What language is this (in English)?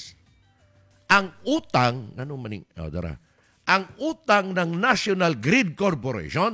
Cebuano